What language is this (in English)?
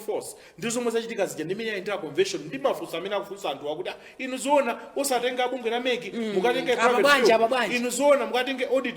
Nyanja